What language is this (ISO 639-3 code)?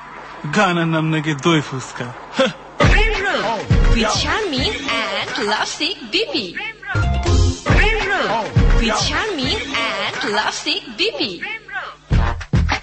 ben